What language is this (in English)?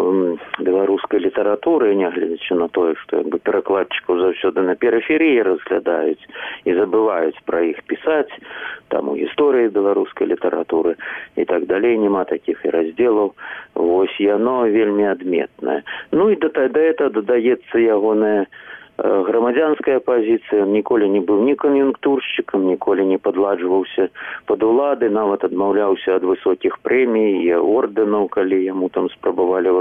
Belarusian